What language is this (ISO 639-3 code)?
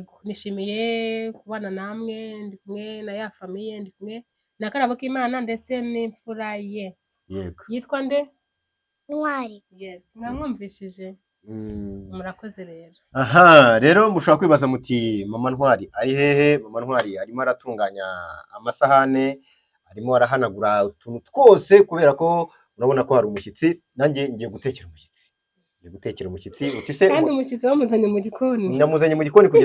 kin